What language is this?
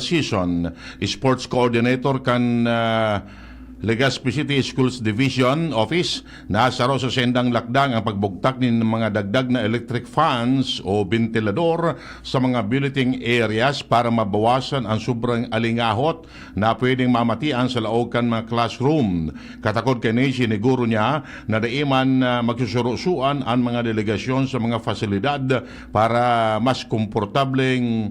Bikol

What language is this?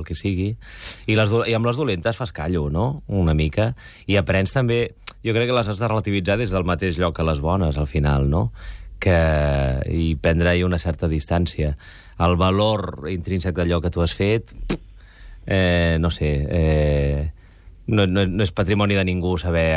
Catalan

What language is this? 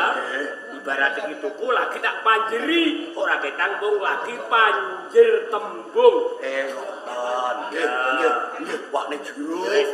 Javanese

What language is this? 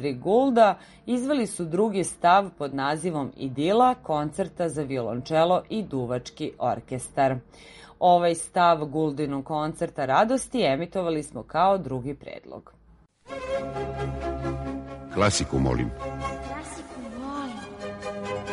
Serbian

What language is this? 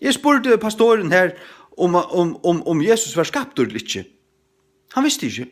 Faroese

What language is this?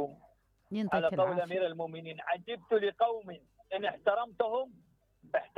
Mesopotamian Arabic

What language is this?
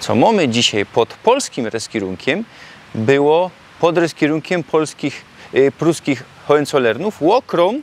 Silesian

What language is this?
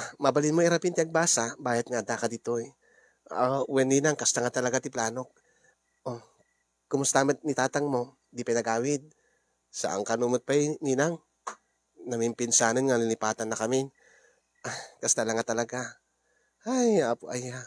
Iloko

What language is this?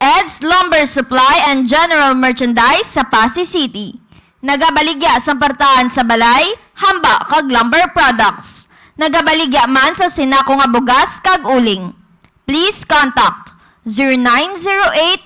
Hiligaynon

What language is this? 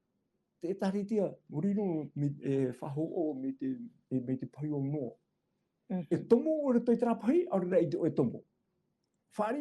Tahitian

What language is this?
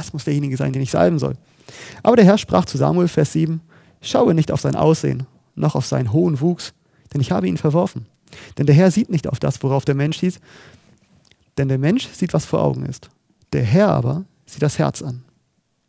German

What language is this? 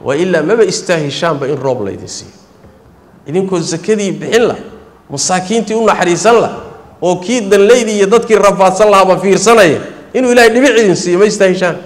Somali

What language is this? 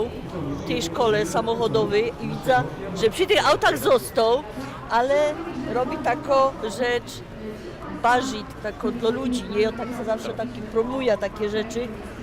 Silesian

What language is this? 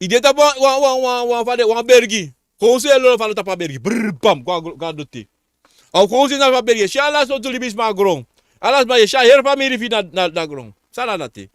Sranan Tongo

